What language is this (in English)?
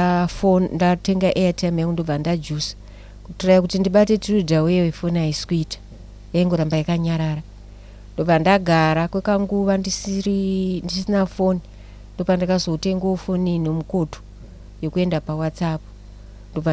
Shona